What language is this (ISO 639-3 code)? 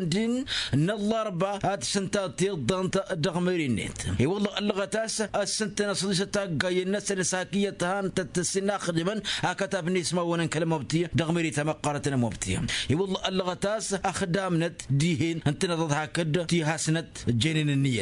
taq